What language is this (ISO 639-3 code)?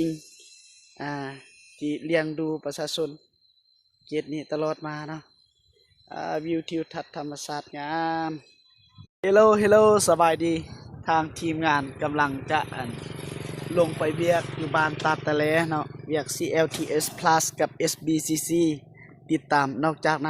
lao